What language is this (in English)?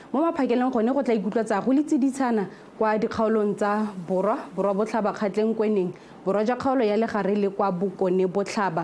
Tswana